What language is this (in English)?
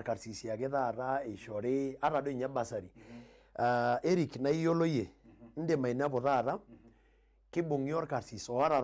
Masai